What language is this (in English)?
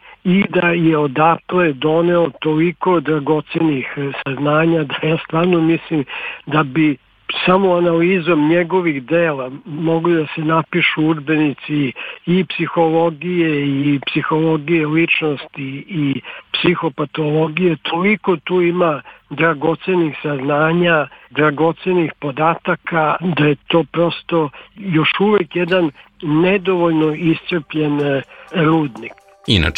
Serbian